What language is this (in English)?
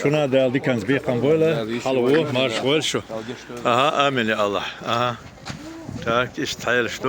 Chechen